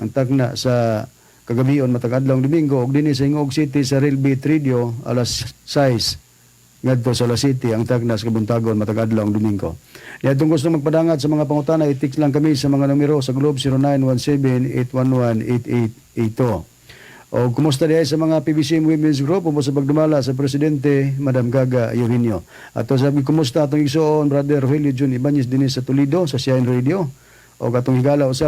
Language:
Cebuano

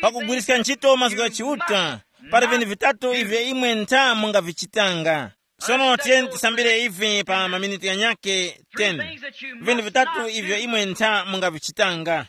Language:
Tumbuka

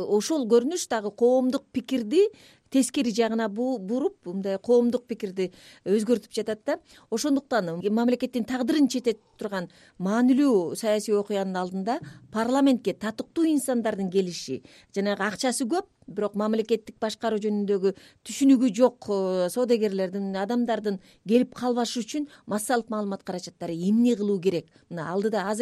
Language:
Kyrgyz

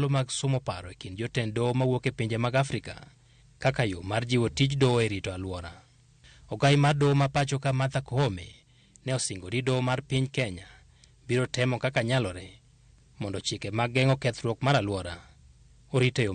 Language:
Luo (Kenya and Tanzania)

